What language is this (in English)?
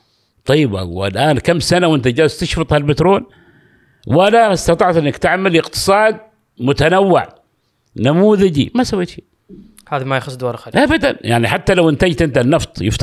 Gulf Arabic